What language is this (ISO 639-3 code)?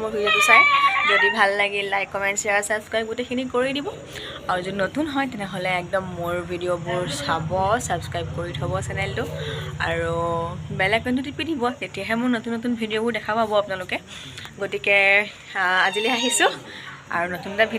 asm